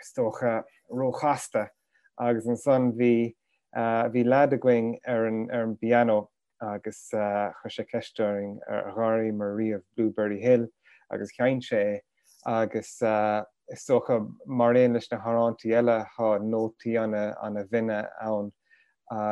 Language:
Irish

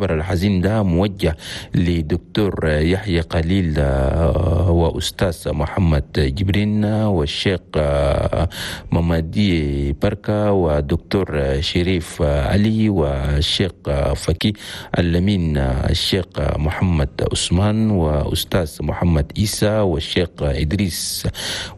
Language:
Chadian Arabic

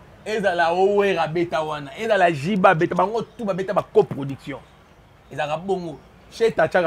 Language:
Lingala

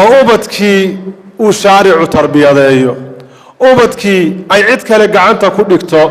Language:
Somali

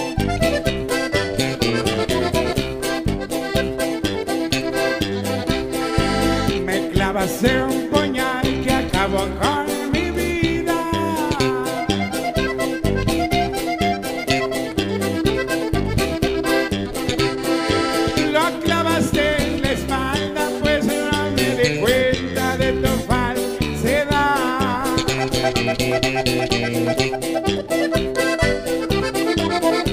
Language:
Spanish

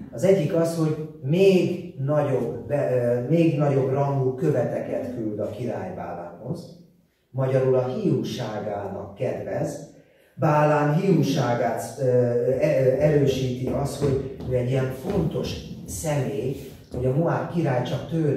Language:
Hungarian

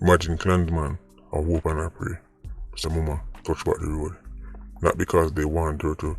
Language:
Jamaican Creole English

